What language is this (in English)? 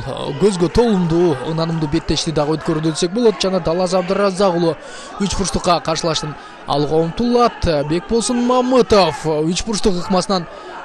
Kyrgyz